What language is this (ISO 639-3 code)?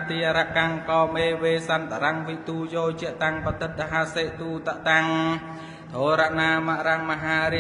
khm